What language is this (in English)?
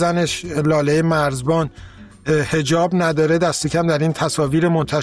Persian